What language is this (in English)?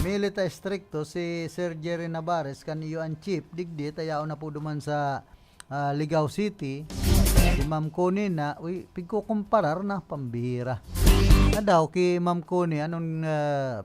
Bikol